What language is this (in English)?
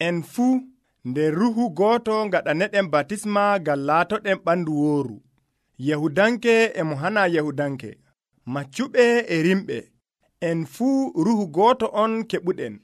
Nigerian Fulfulde